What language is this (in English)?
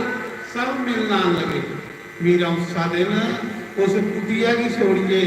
Dogri